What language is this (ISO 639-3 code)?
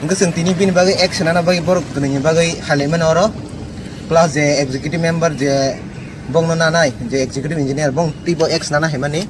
trp